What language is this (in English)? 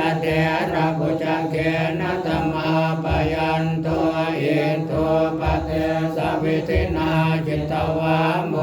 Pali